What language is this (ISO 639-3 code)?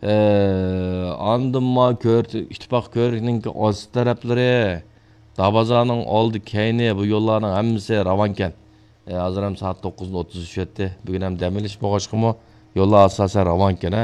uig